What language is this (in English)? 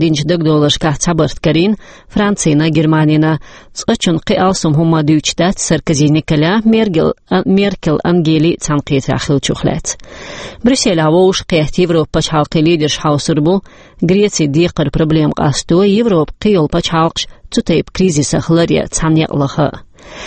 Chechen